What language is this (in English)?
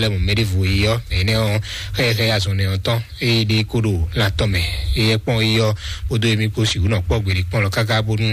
Fon